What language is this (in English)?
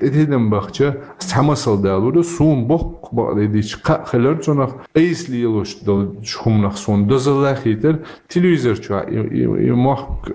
Chechen